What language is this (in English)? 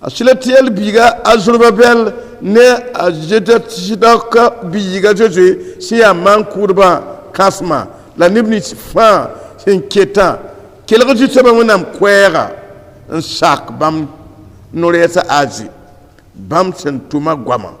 Mossi